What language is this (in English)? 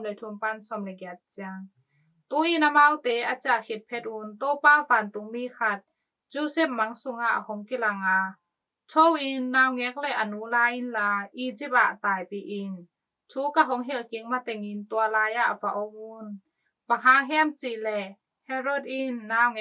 Tedim Chin